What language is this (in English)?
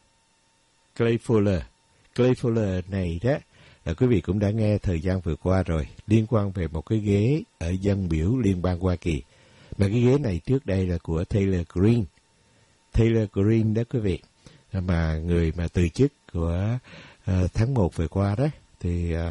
Vietnamese